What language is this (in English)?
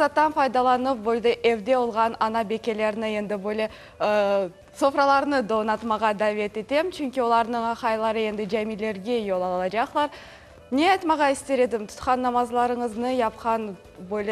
Crimean Tatar